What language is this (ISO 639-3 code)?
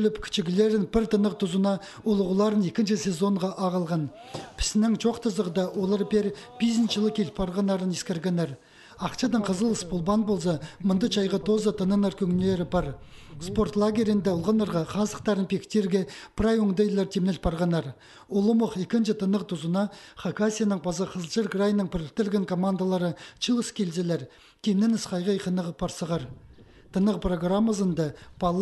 kjh